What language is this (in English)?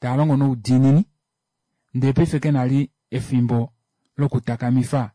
Kuanyama